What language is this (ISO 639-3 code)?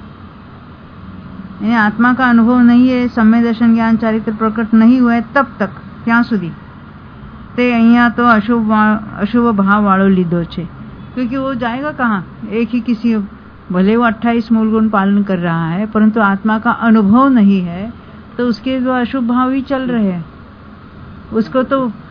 hin